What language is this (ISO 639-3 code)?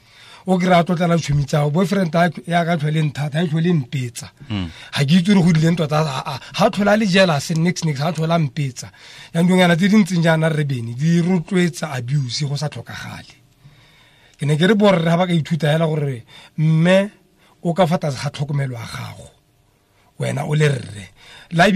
tsn